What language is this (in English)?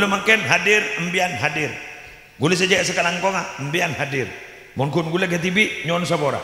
Madurese